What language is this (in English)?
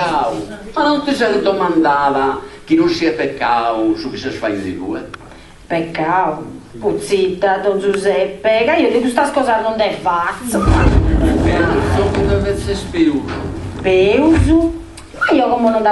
Sardinian